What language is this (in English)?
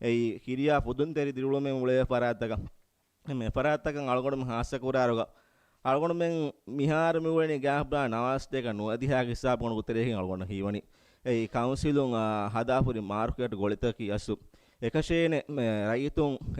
Divehi